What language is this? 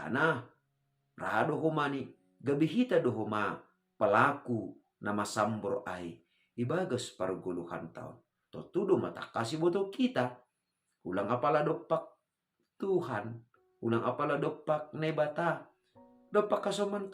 Batak Simalungun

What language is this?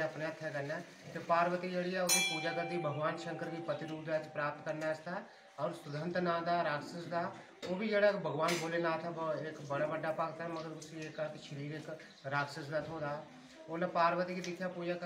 Dogri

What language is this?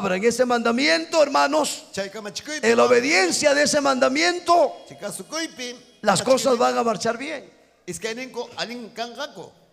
Ayacucho Quechua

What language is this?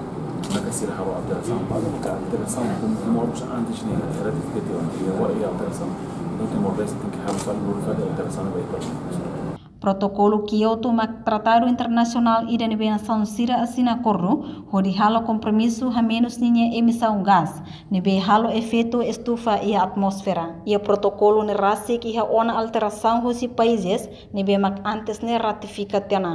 Tetum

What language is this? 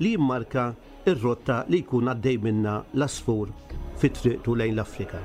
Maltese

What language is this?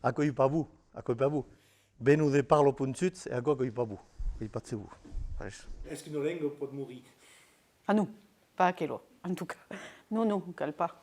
Occitan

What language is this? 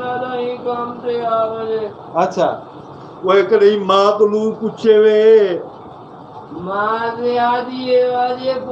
Saraiki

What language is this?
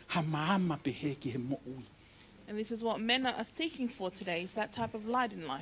Tongan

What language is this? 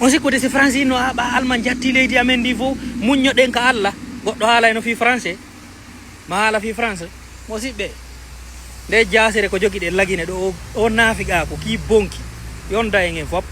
Fula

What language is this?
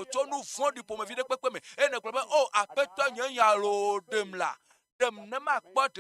Ewe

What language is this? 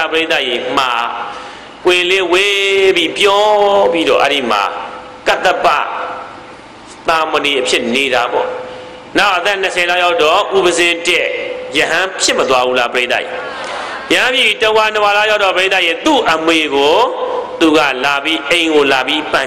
Burmese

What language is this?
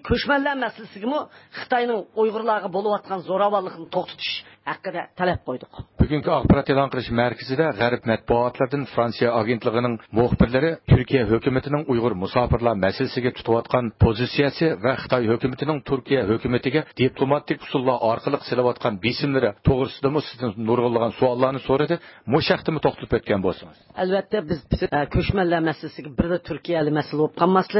Uyghur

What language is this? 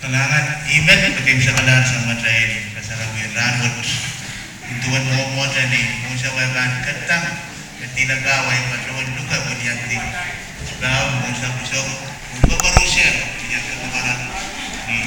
Pohnpeian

